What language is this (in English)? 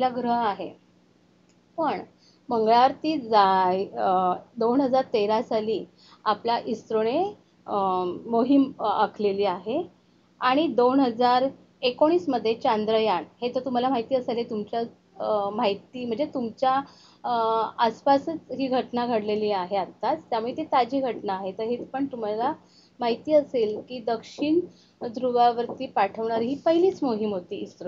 Marathi